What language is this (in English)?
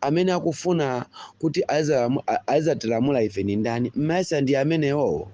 Nyanja